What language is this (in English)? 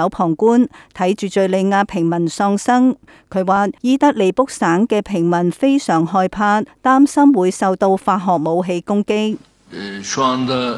Cantonese